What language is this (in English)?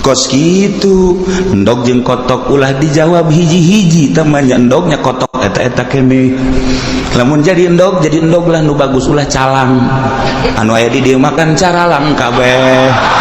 Sundanese